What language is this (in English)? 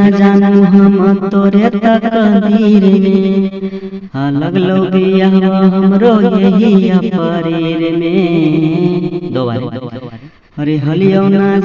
Magahi